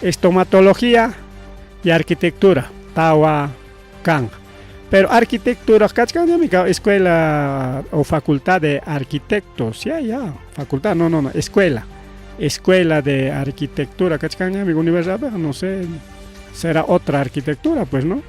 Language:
Ayacucho Quechua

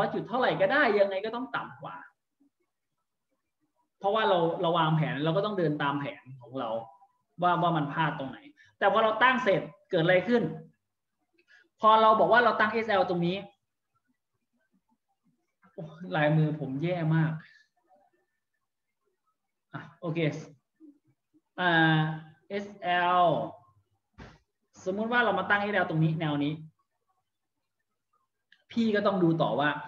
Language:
Thai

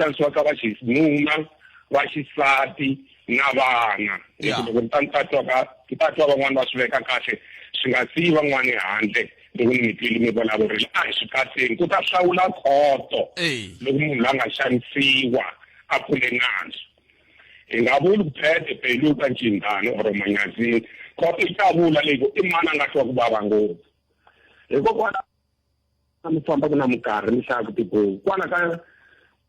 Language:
Tsonga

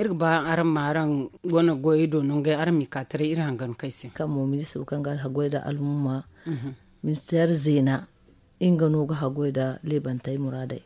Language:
Zarma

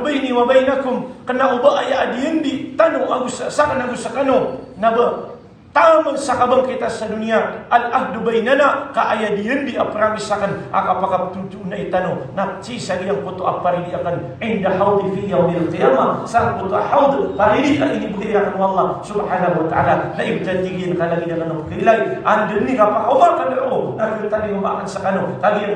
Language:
Maranao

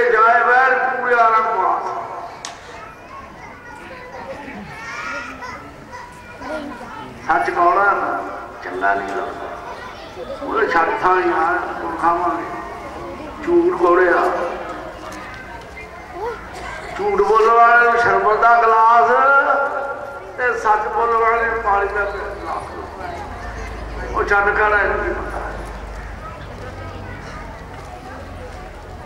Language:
Punjabi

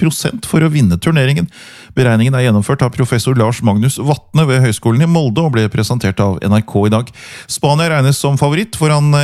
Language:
Norwegian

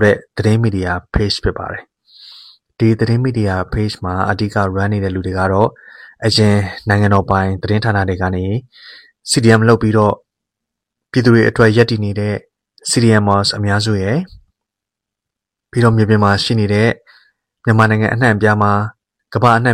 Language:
Burmese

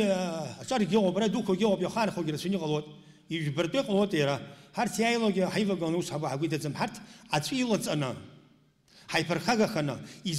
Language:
Abkhazian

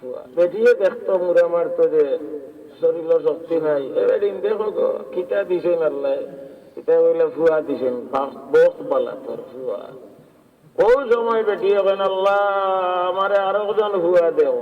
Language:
Sylheti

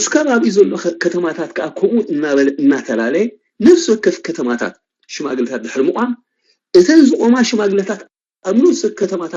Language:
Tigrinya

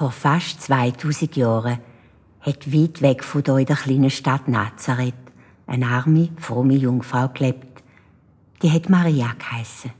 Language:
Swiss German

